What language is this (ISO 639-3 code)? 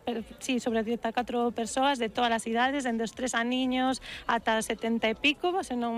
glg